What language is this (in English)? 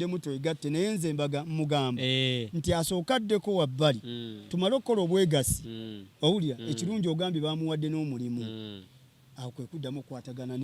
Ganda